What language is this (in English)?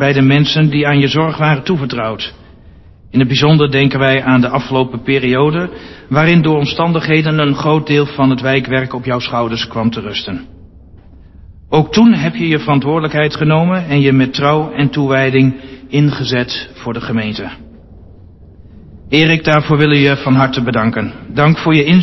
Dutch